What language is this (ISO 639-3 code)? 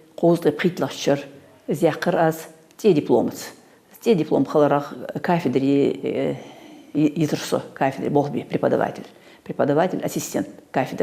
inh